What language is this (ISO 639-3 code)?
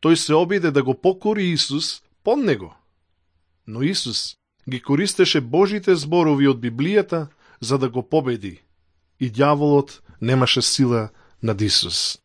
mkd